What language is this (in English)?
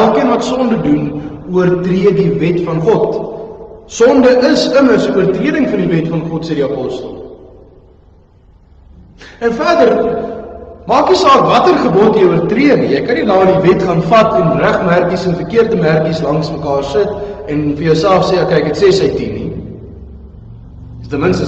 Afrikaans